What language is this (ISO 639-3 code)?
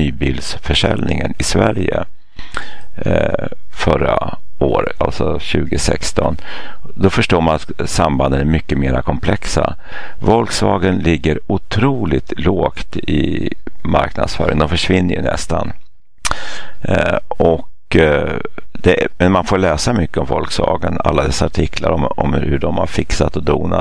swe